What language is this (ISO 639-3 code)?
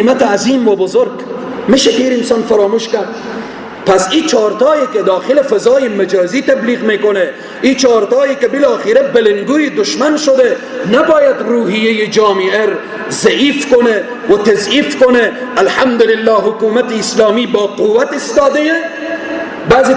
fas